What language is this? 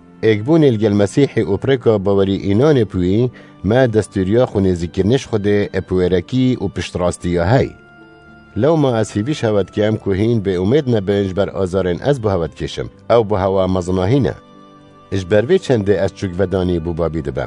Kurdish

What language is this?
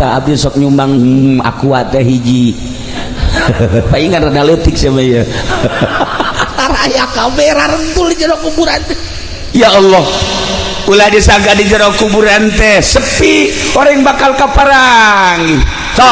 Sundanese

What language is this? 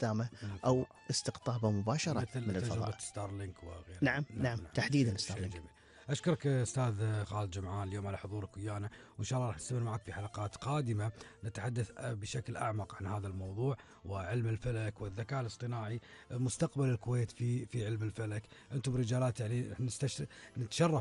Gulf Arabic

